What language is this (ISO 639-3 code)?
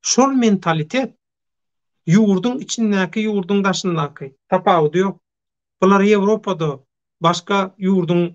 tuk